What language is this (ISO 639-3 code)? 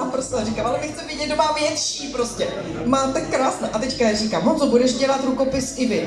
ces